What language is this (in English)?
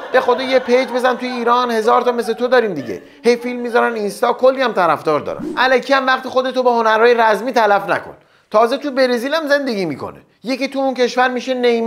Persian